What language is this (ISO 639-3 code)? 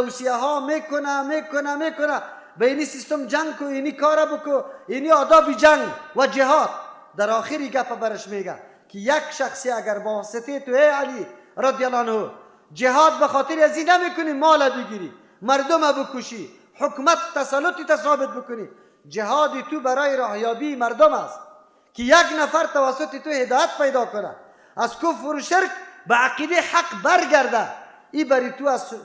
fas